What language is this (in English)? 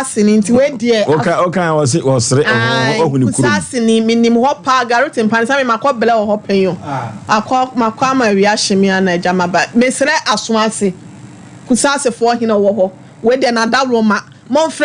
Akan